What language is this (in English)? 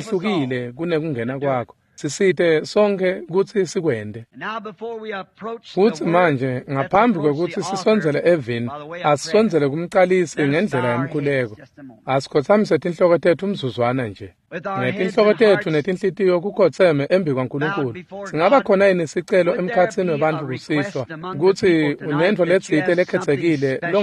Swati